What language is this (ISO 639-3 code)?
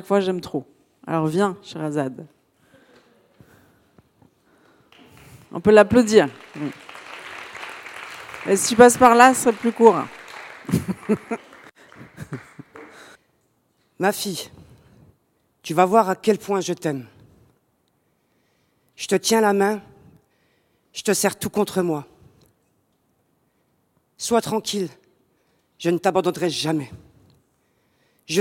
fra